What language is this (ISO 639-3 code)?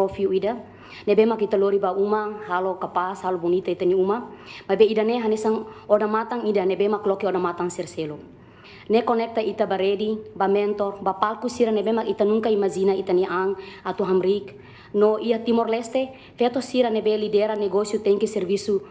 tet